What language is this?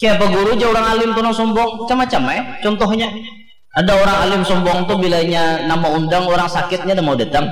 Banjar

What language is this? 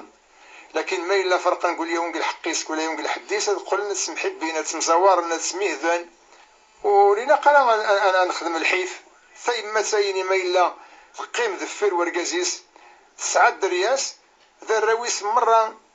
Kabyle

